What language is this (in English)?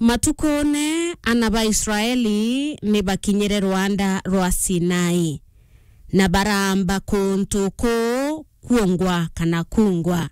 Meru